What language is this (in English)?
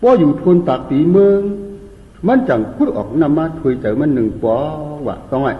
Shan